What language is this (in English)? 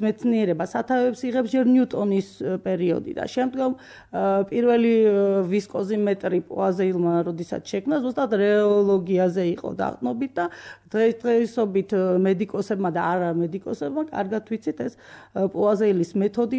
Georgian